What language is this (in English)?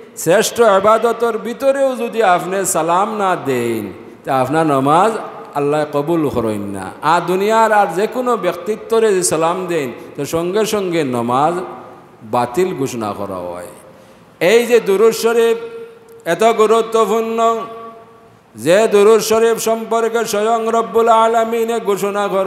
Sylheti